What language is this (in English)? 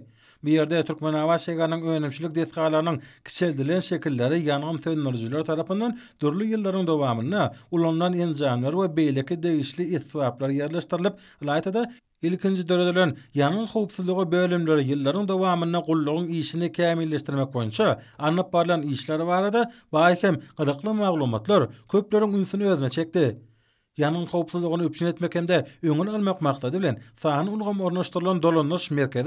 Turkmen